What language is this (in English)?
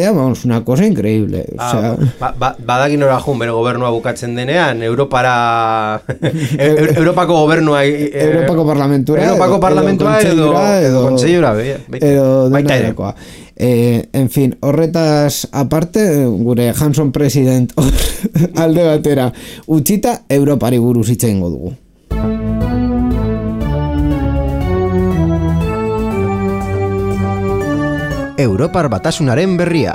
Basque